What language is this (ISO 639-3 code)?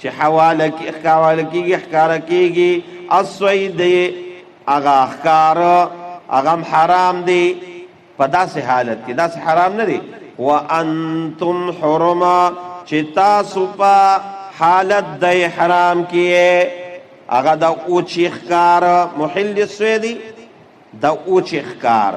pus